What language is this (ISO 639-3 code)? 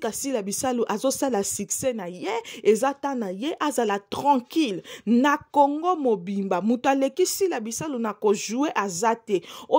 lin